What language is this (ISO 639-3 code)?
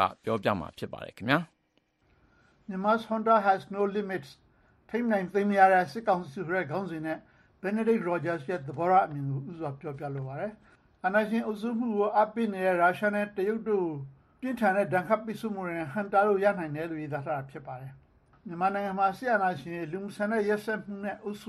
mya